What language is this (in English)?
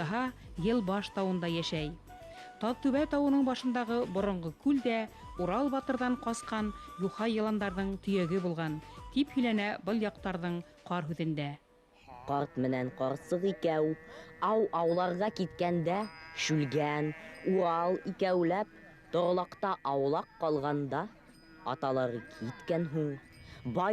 Bashkir